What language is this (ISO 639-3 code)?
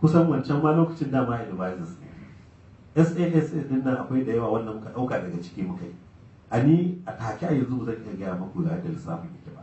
hau